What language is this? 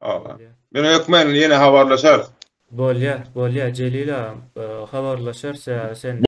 Turkmen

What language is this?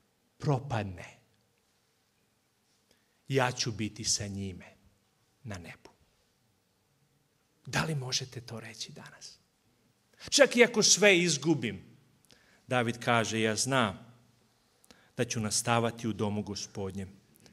Serbian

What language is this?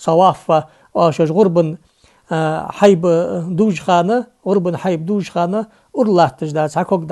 Ingush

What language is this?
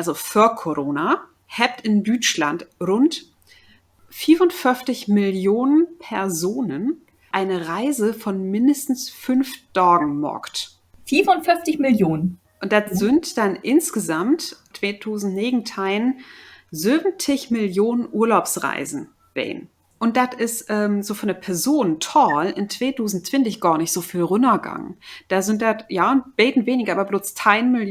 Low German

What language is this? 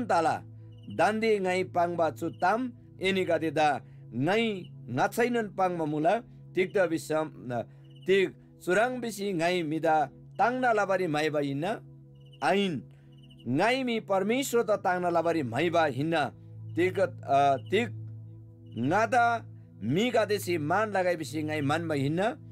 Eastern Tamang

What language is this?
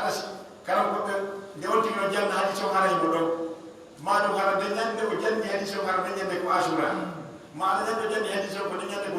Pular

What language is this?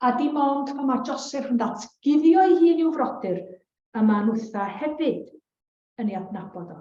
Welsh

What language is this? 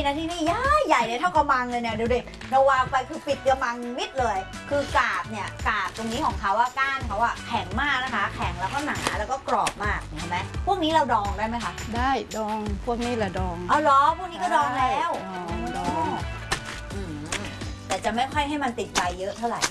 Thai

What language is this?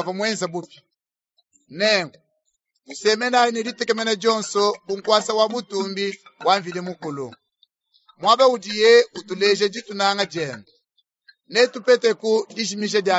Luba-Lulua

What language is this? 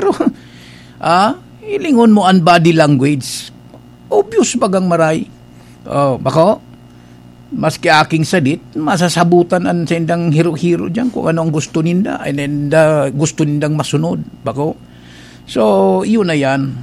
Bikol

